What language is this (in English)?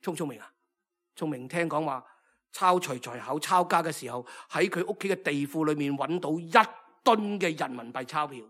Cantonese